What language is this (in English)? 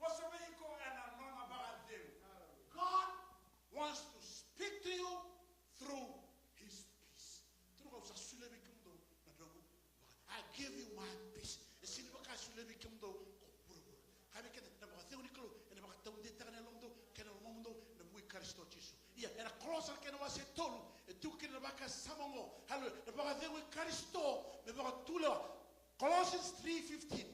Fijian